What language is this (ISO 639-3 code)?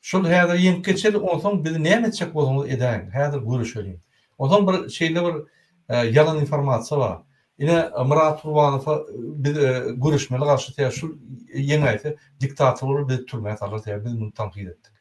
tuk